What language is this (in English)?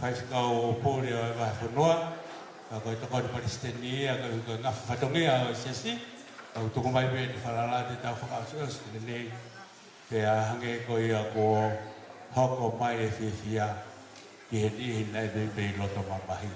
Tongan